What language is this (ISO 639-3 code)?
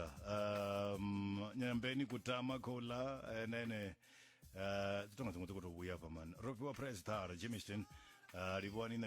ven